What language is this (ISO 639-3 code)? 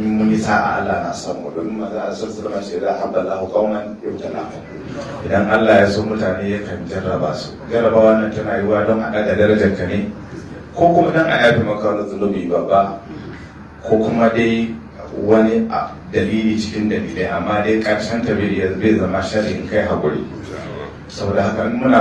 hau